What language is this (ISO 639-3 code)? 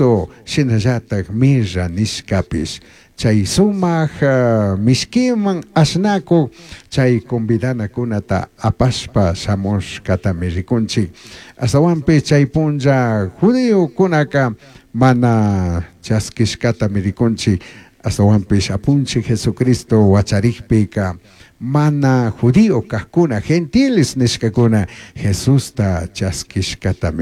qug